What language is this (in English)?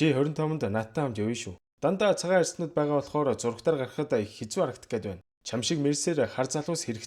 Mongolian